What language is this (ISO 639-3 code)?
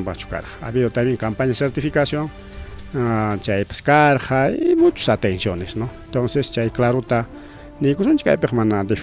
quy